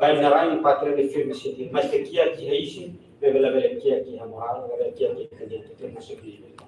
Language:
Tetum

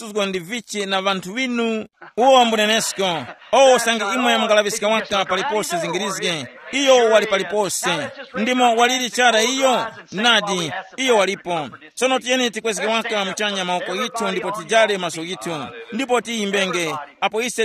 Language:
Tumbuka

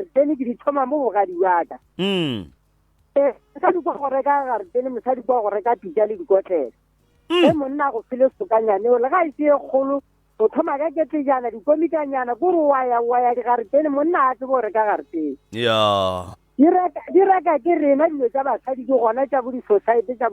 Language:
Northern Sotho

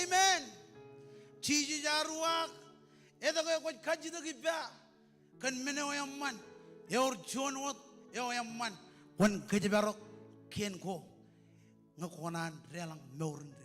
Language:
Marshallese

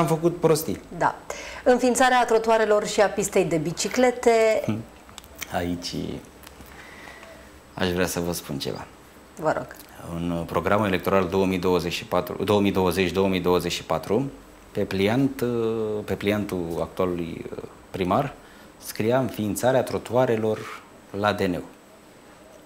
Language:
Romanian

